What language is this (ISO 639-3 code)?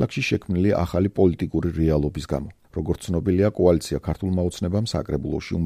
kat